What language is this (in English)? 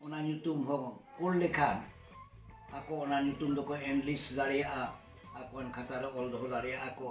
Santali